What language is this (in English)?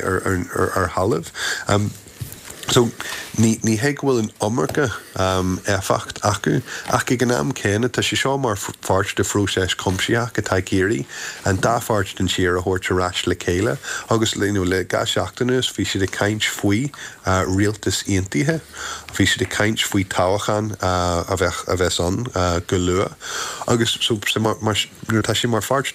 Irish